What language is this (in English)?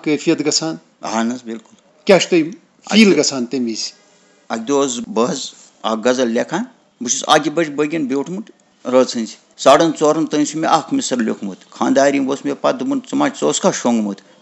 Kashmiri